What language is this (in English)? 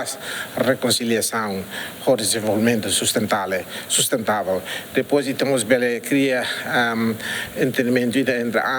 Tetum